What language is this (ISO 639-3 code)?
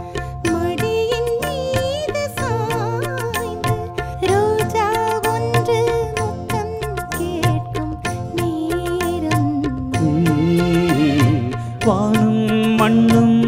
tam